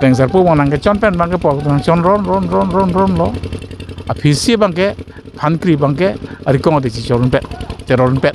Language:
Karbi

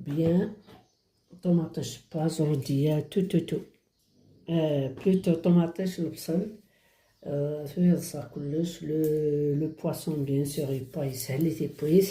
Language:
Kabyle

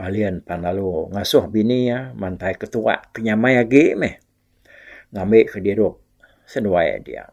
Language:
Iban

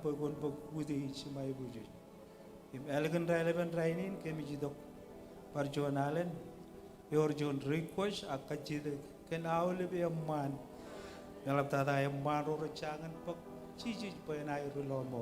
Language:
Marshallese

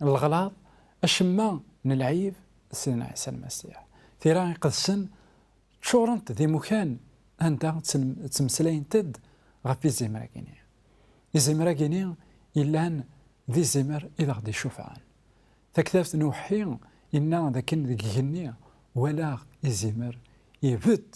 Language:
Kabyle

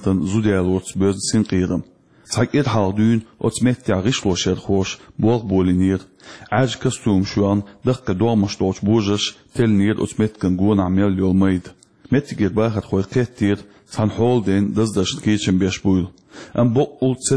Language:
Chechen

